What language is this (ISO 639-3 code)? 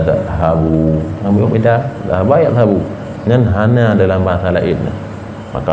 ace